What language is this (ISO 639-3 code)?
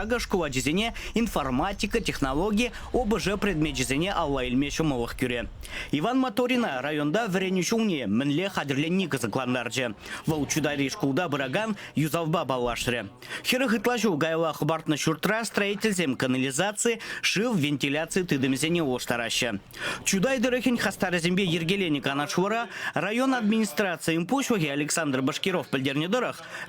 chv